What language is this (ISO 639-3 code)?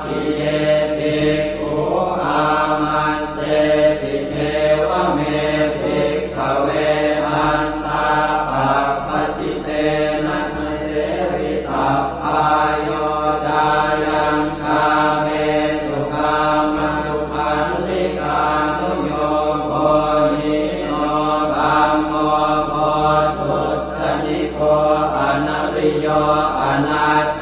pli